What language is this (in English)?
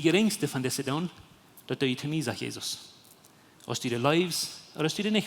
Plautdietsch